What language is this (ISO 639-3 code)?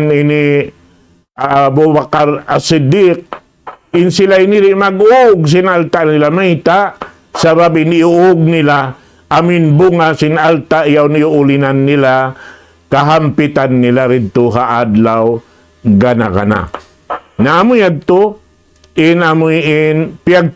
tsg